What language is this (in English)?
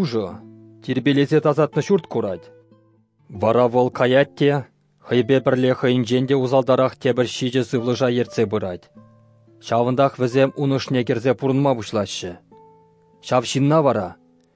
Chuvash